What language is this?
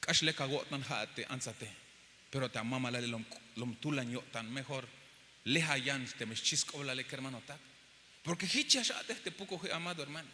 Tzeltal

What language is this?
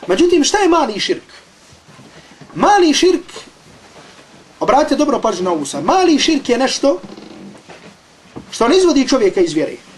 Bosnian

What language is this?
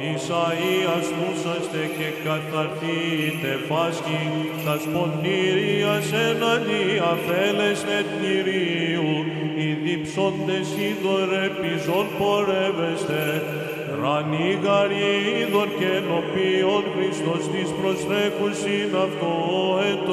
Greek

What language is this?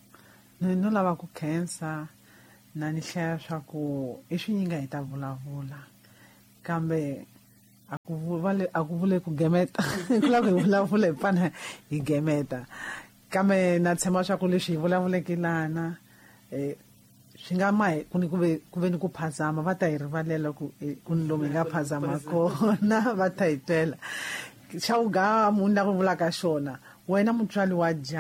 Tsonga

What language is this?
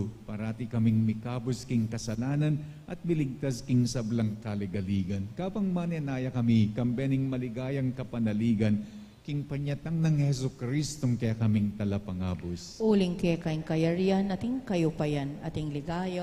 Pampanga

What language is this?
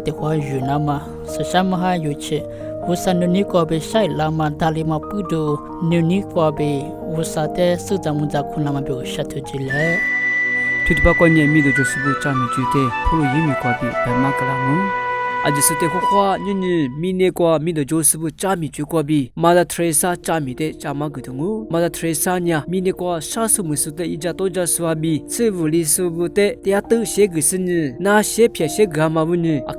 Lisu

